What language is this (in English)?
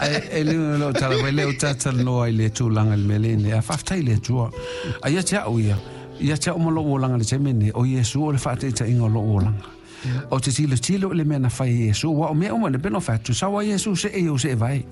Samoan